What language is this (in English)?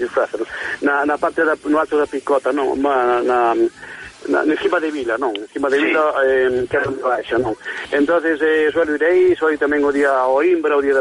Galician